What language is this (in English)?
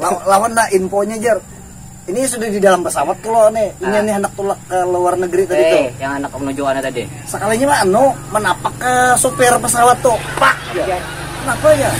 Banjar